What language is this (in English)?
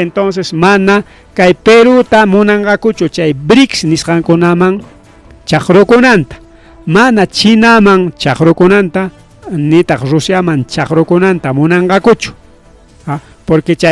Ayacucho Quechua